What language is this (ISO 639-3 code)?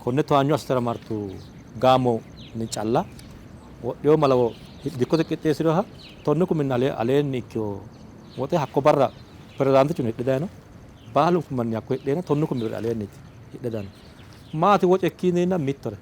sid